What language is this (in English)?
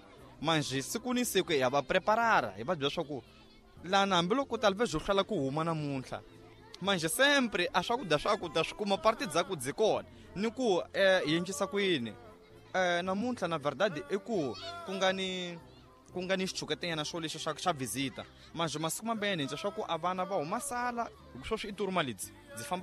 Tsonga